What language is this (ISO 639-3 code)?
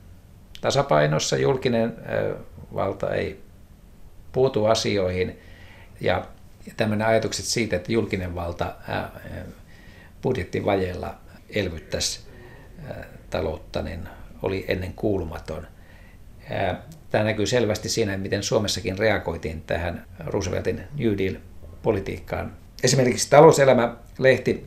fin